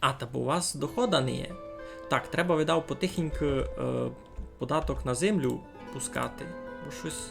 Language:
Rusyn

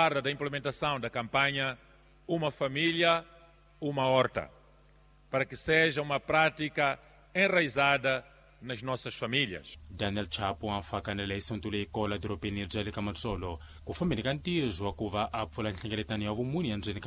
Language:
Tsonga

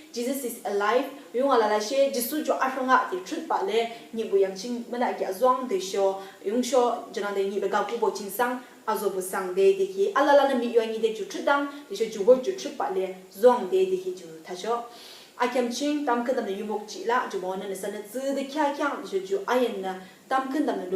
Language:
Yimchungru Naga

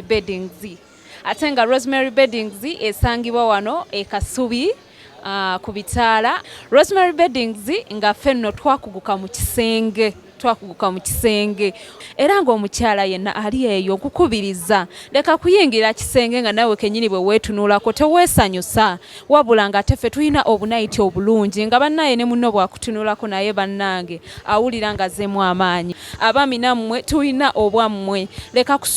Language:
Ganda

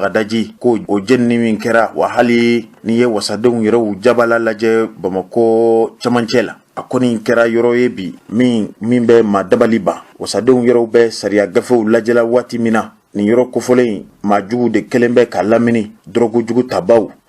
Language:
Bambara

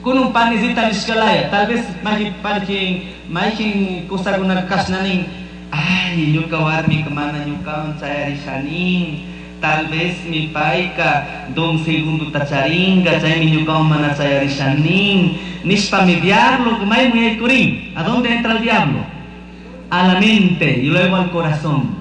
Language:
Chimborazo Highland Quichua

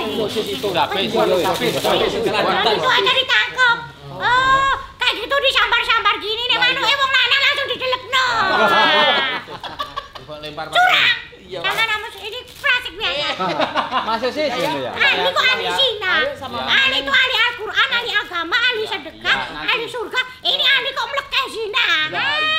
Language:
Indonesian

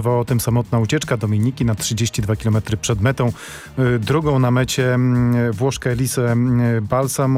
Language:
Polish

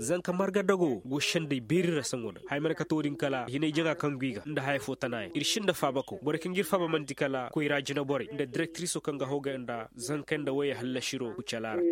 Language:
Zarma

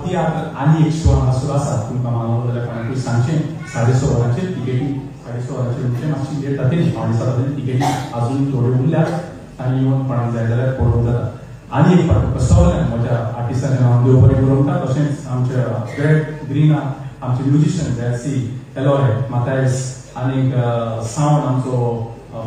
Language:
Konkani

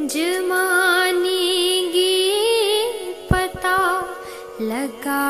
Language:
Dogri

